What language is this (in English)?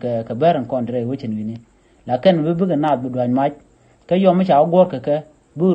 Nuer